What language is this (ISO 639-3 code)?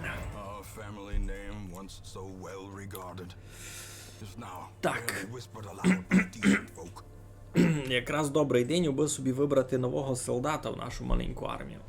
rue